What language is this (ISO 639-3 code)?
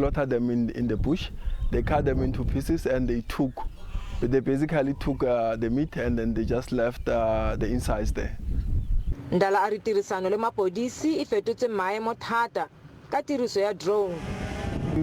nso